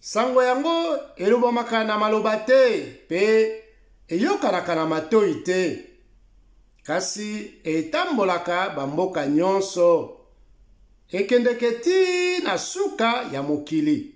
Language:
Lingala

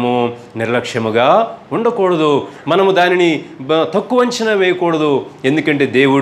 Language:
Telugu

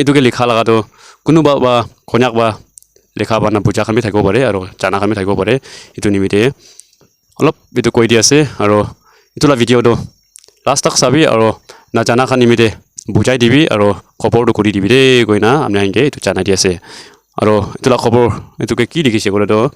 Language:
Naga Pidgin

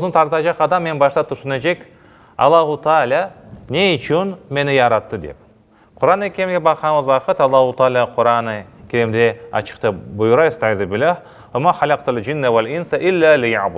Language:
Crimean Tatar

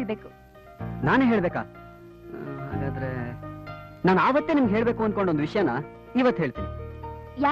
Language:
Kannada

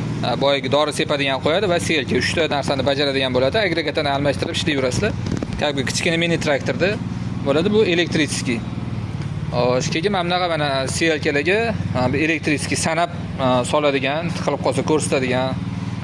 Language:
Uzbek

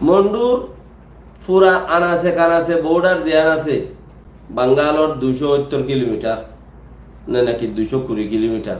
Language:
Rohingya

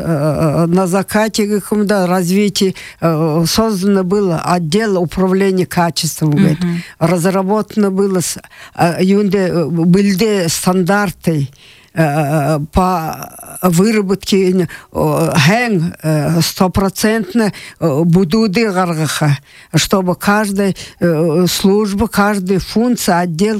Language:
Buriat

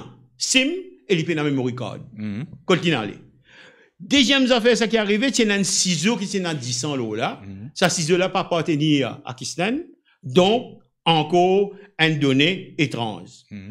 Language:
Morisyen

